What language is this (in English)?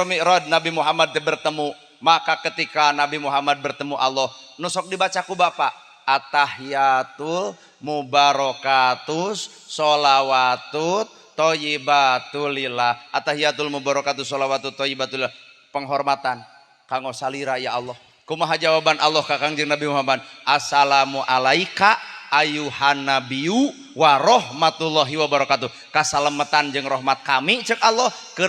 Sundanese